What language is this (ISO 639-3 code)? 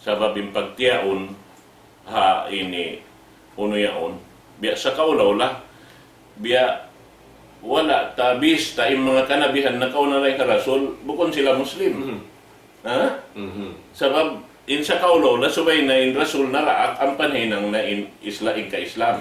tsg